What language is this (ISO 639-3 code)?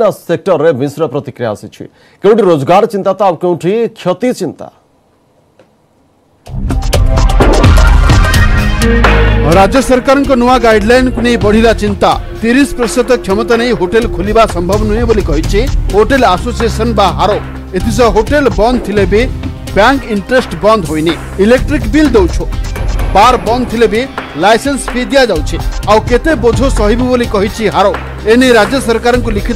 ori